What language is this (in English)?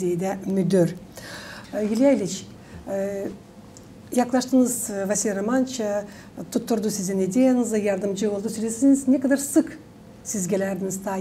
Gagauz